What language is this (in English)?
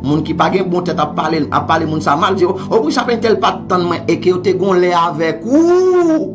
Haitian Creole